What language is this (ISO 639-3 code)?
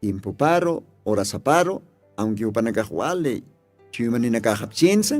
aym